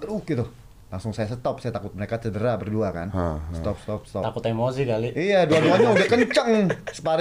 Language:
Indonesian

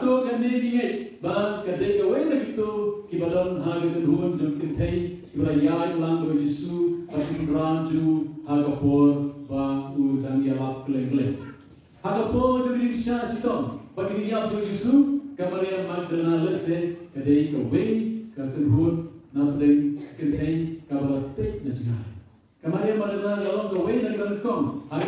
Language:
Khasi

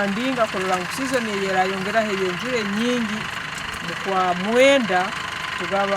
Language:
Nyankole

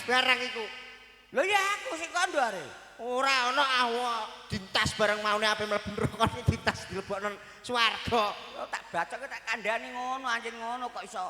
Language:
Javanese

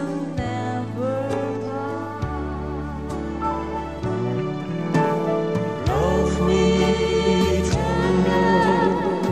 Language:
Vietnamese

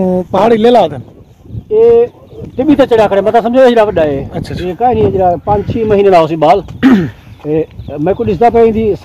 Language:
Saraiki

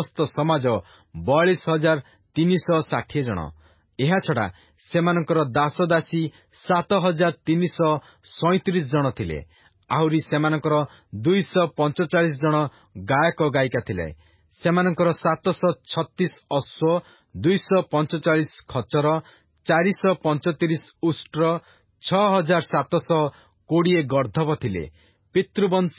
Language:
Odia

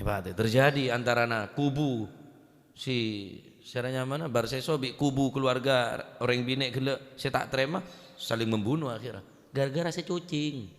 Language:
Madurese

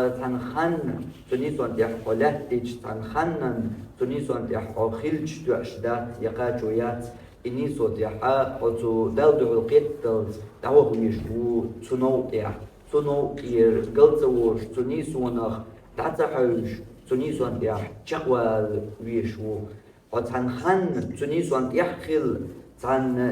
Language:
Chechen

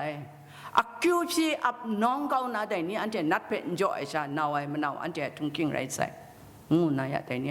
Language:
Kachin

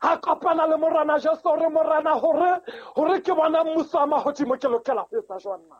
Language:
Southern Sotho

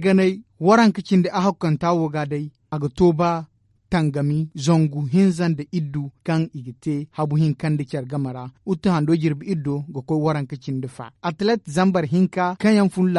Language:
Zarma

